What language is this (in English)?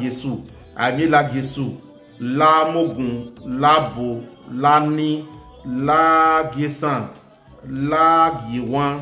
Bini